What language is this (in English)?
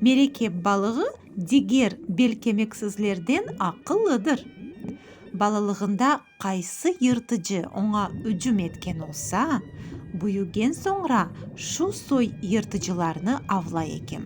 Crimean Tatar